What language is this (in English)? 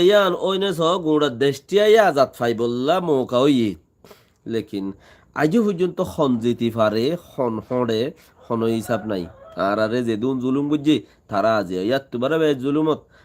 Rohingya